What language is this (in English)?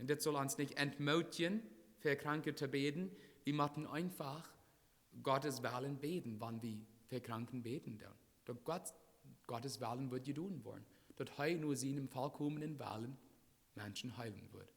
Plautdietsch